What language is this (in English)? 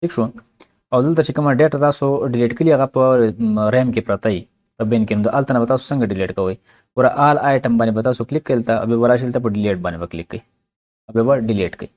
Pashto